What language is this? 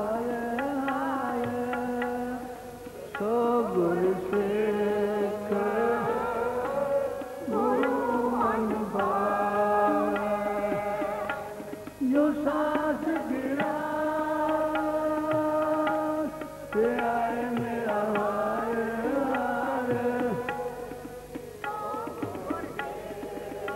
Punjabi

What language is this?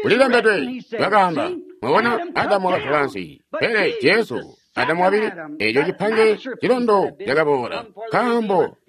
Tonga (Zambia)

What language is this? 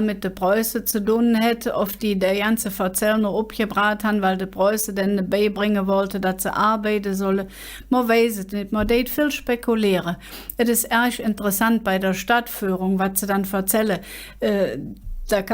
Colognian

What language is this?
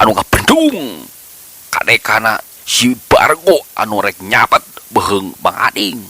Sundanese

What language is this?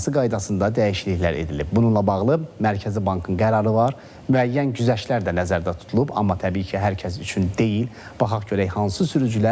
Azerbaijani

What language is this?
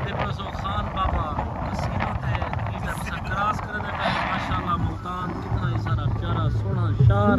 Saraiki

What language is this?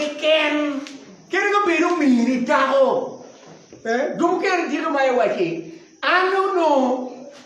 Acoli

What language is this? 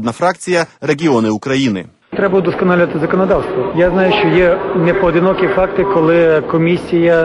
Ukrainian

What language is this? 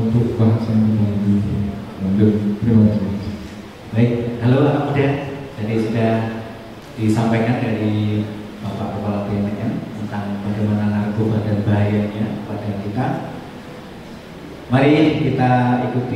Indonesian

